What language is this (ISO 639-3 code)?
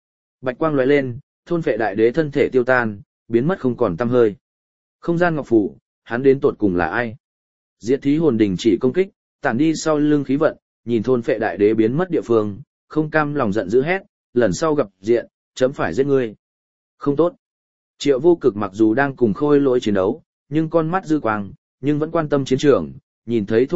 vie